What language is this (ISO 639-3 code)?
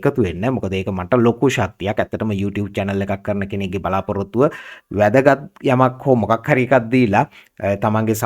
sin